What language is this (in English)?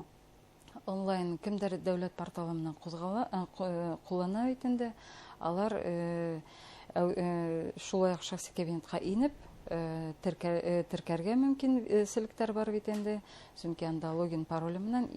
Bashkir